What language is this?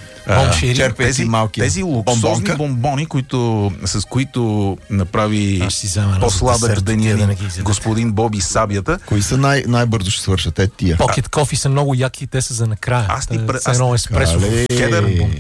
Bulgarian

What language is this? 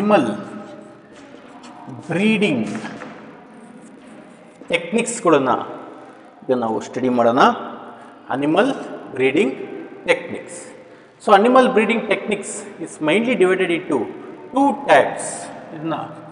Kannada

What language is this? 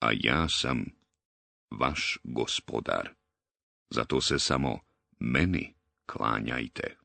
Bosnian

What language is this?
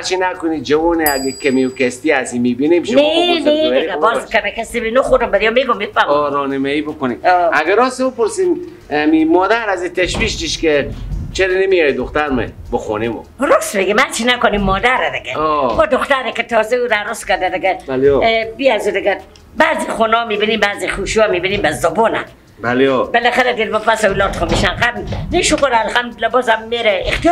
Persian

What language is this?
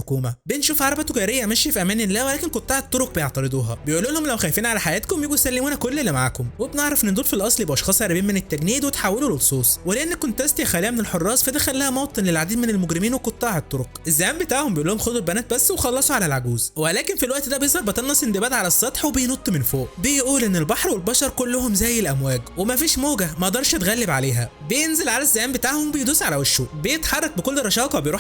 Egyptian Arabic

